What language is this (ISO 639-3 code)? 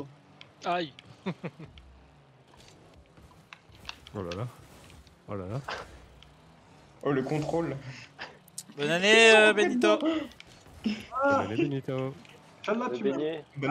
fra